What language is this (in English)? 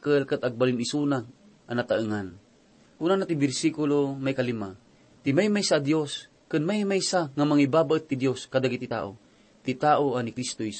Iloko